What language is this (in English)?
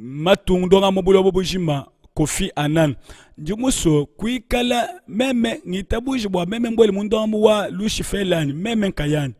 Luba-Lulua